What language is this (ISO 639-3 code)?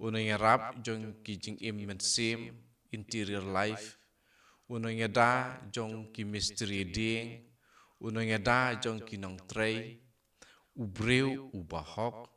kha